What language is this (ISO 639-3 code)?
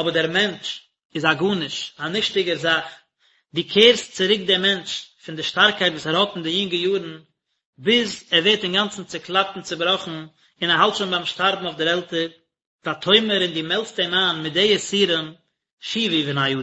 yid